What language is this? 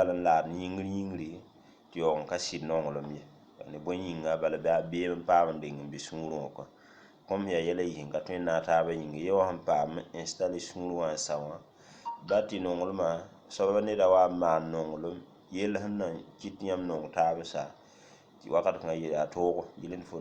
Mossi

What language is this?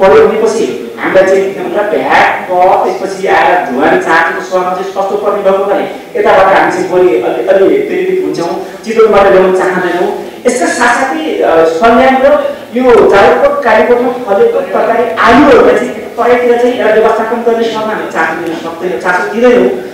Nepali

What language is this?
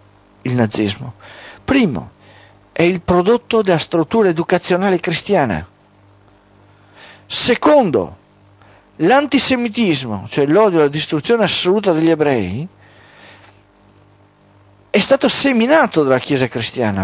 Italian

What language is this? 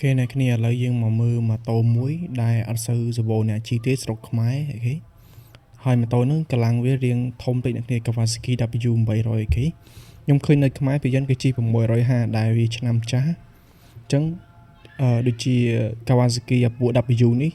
Khmer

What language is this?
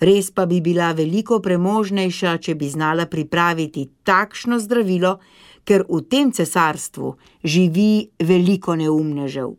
Slovenian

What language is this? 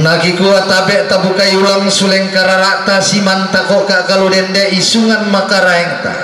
Toraja-Sa'dan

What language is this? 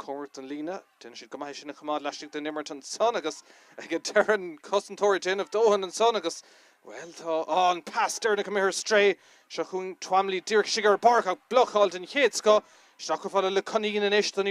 Irish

